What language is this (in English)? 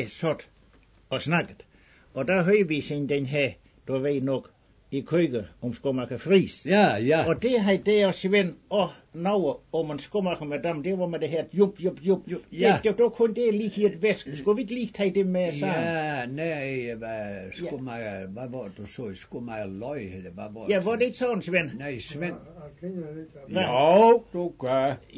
Danish